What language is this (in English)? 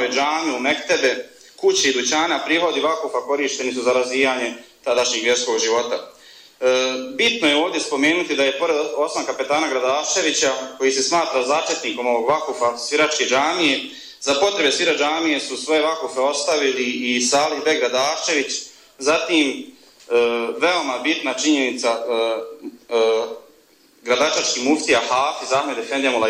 Bosnian